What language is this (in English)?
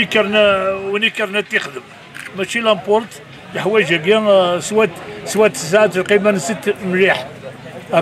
Kabyle